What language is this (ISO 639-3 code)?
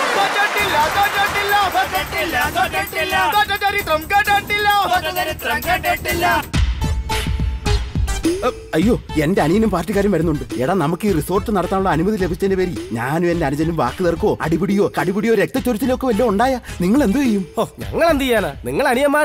mal